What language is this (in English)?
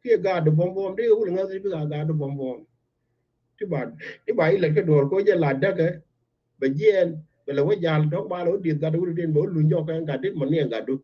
Nuer